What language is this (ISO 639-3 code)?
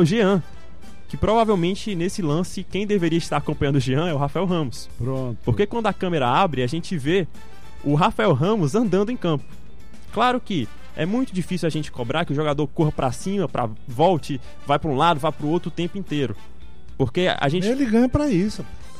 por